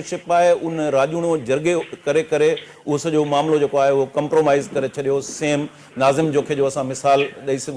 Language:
Sindhi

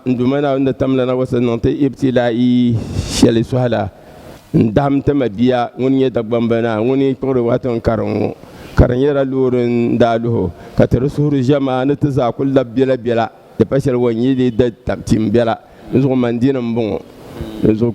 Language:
Dagbani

